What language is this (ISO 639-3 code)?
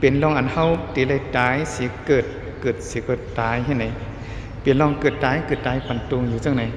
shn